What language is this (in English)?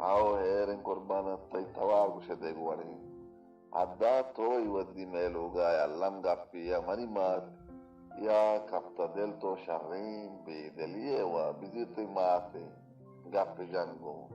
Baluchi